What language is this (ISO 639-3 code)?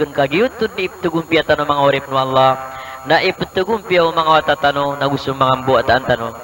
mrw